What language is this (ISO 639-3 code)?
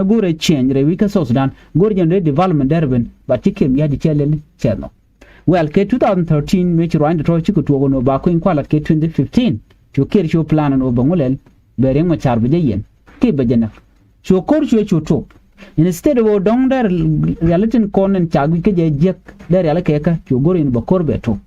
nus